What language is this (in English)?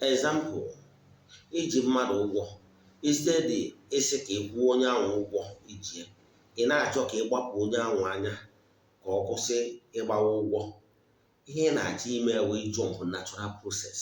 Igbo